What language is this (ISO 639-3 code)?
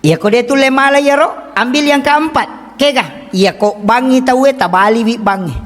bug